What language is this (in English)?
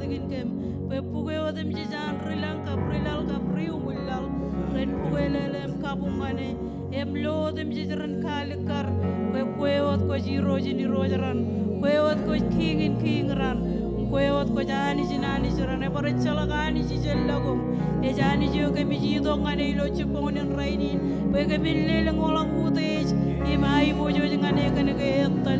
Marshallese